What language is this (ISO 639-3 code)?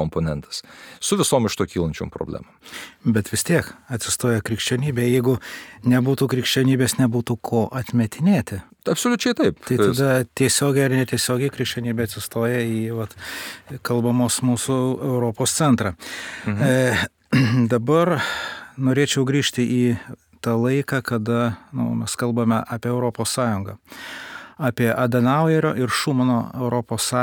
lit